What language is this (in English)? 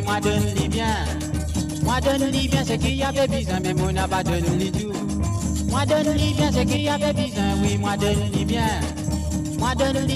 Morisyen